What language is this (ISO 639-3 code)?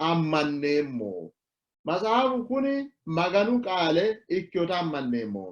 sid